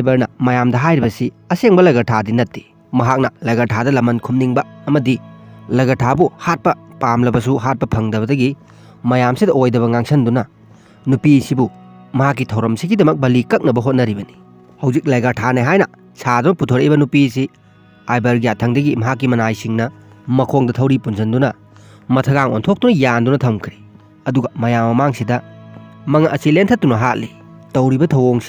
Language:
Manipuri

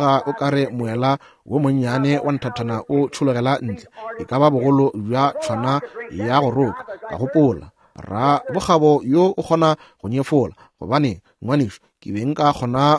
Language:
Northern Sotho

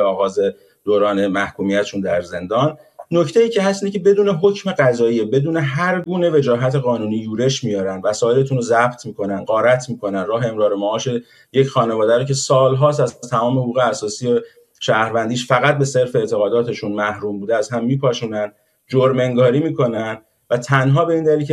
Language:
Persian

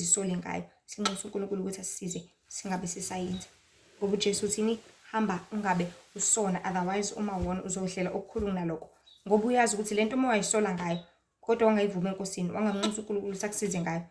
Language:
Zulu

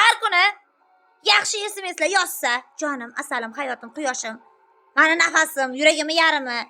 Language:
Uzbek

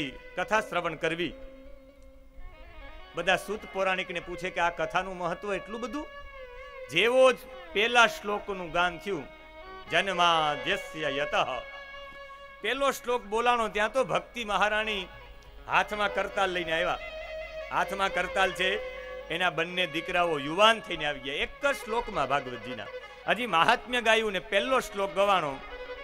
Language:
Gujarati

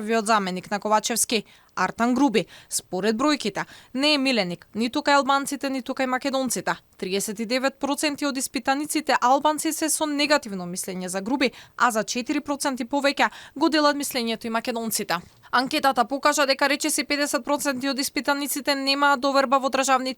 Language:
Macedonian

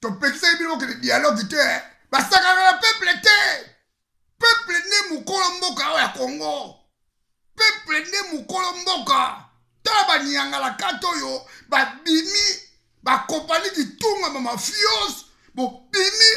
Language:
Lingala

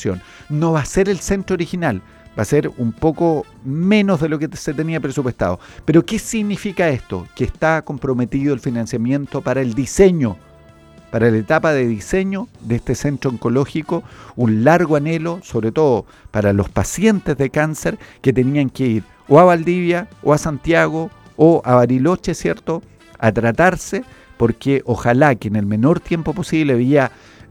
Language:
Spanish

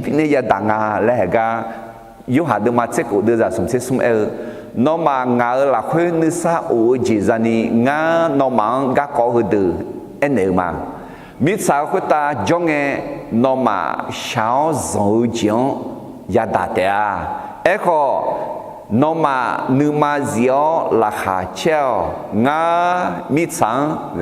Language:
Akha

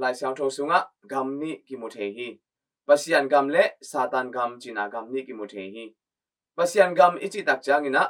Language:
Tedim Chin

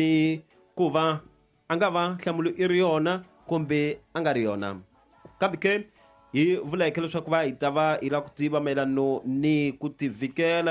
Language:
Tsonga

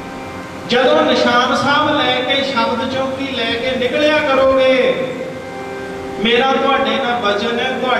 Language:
Punjabi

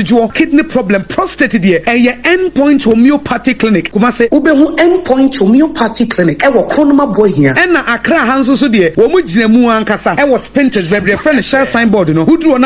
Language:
Akan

